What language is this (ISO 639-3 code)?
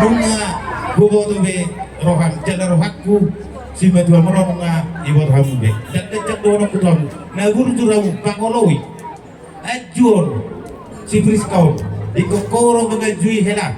bbc